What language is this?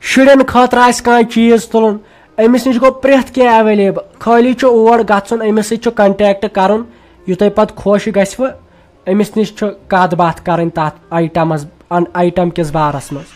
Kashmiri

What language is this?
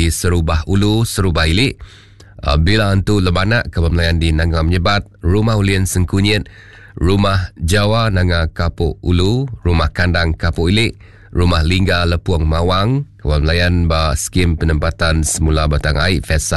Iban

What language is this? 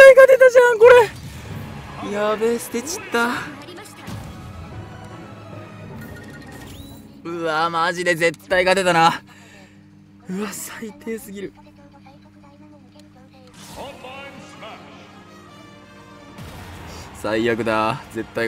Japanese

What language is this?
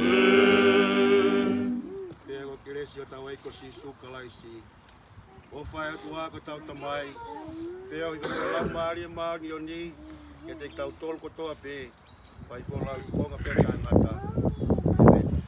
Tongan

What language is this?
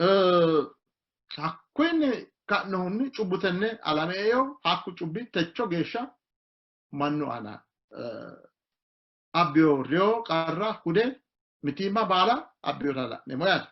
Sidamo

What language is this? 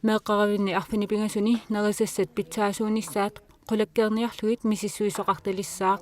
Kalaallisut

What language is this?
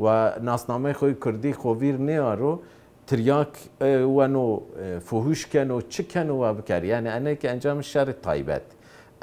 Zaza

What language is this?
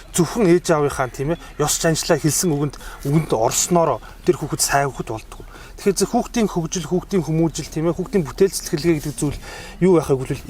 Mongolian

